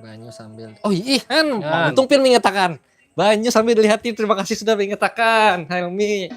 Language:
Banjar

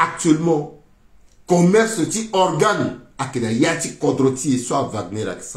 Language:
Sango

